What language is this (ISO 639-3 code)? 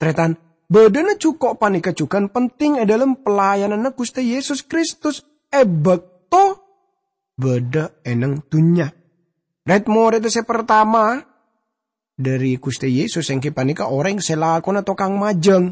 mad